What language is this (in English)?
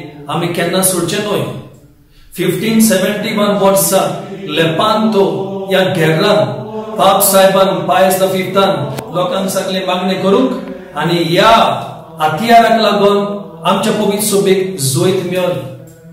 Konkani